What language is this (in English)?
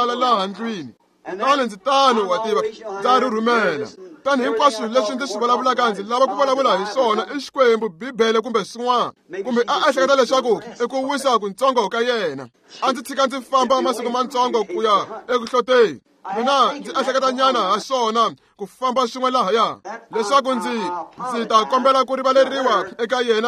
Tsonga